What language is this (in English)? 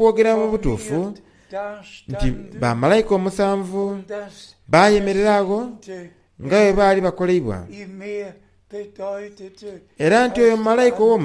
Soga